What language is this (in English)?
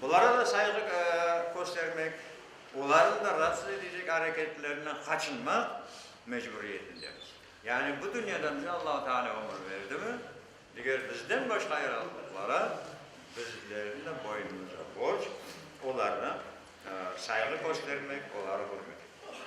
Crimean Tatar